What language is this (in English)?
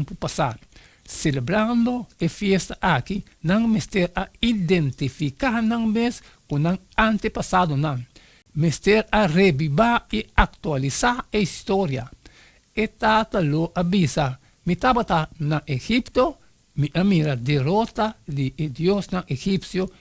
Papiamento